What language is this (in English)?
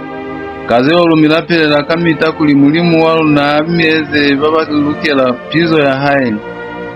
Lozi